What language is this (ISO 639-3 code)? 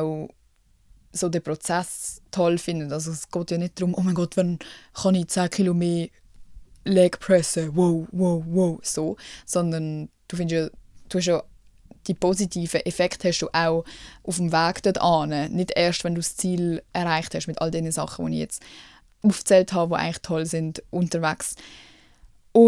gsw